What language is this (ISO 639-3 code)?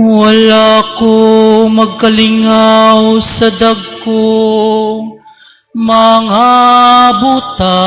ceb